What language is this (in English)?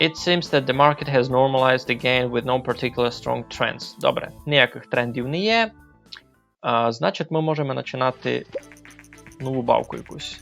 Rusyn